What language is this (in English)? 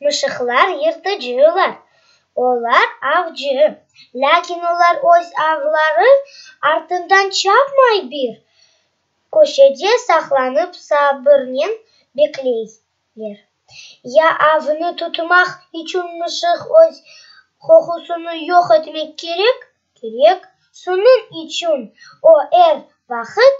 Crimean Tatar